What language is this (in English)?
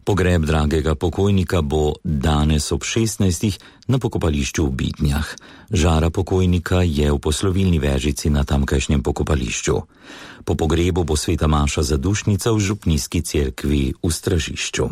Slovenian